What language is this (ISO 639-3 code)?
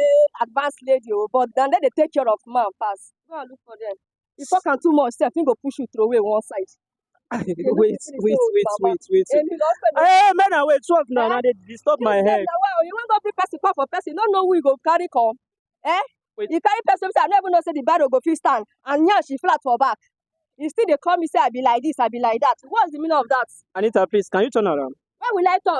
pcm